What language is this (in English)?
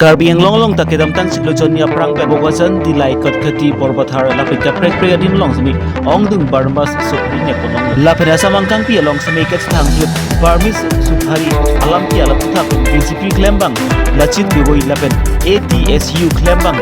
Karbi